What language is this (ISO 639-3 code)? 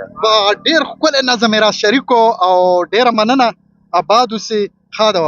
pus